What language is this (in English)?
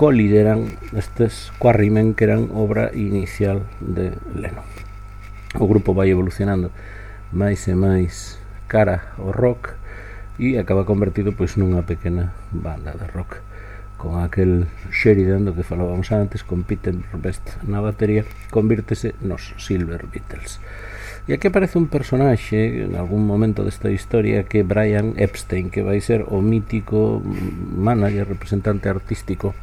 Galician